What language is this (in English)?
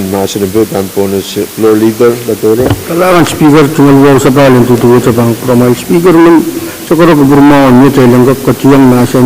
Pohnpeian